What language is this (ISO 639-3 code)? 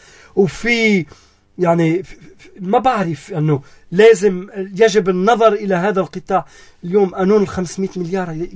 apc